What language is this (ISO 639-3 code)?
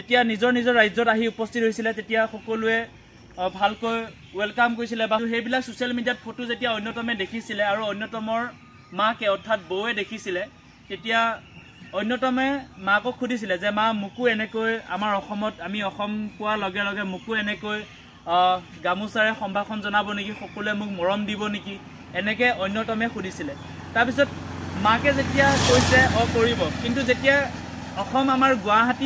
asm